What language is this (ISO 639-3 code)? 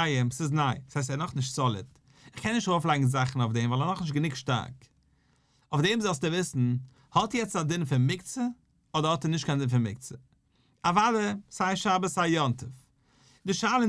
yid